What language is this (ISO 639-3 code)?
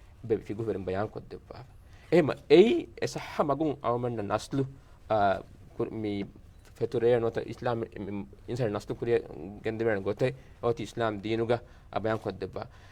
div